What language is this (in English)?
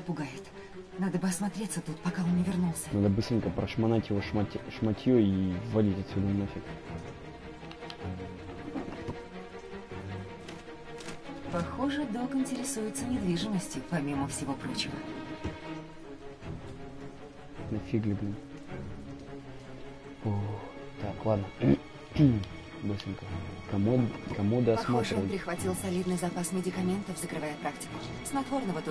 Russian